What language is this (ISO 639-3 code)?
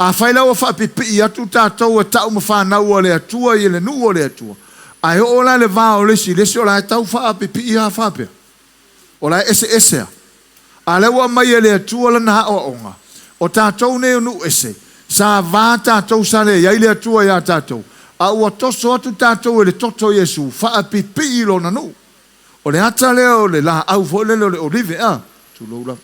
smo